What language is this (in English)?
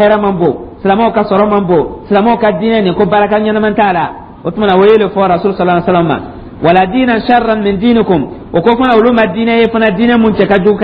Dyula